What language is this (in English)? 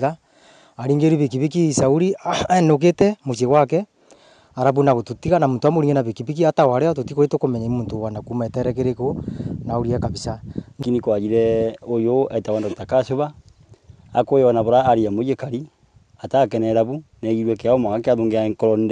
Meru